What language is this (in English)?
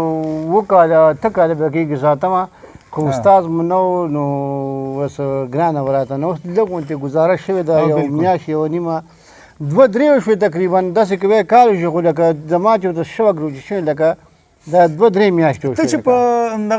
Pashto